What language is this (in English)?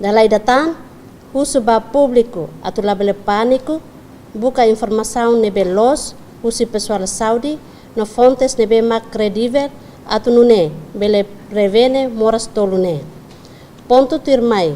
Tetum